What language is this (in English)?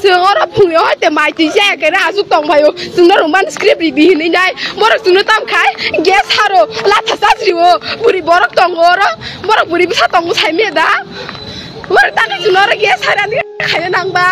Kok Borok